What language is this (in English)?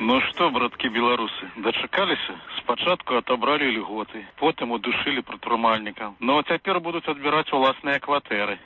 Belarusian